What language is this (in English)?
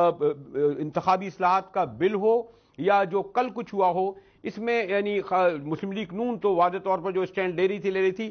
Urdu